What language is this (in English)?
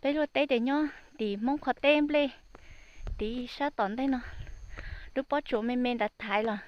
Hmong